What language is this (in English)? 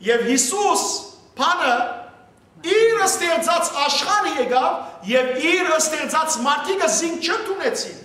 Western Armenian